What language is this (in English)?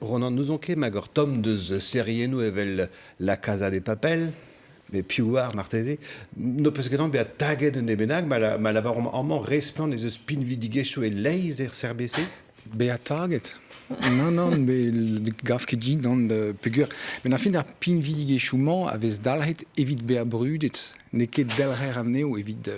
Breton